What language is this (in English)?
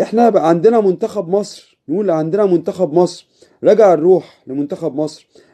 Egyptian Arabic